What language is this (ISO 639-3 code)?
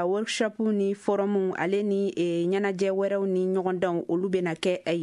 bam